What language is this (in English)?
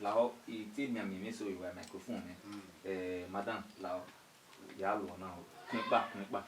Bini